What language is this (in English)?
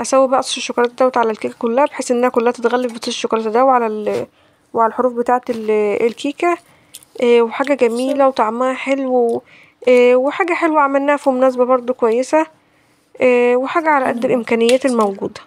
Egyptian Arabic